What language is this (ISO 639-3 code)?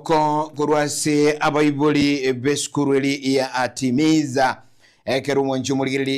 guz